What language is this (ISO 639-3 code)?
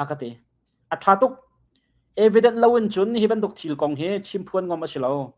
cnh